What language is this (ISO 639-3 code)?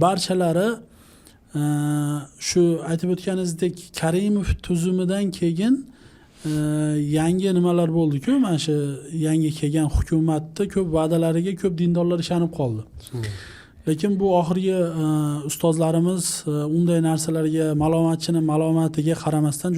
uzb